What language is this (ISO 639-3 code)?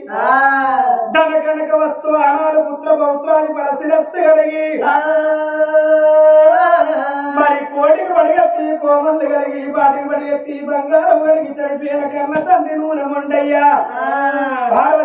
tel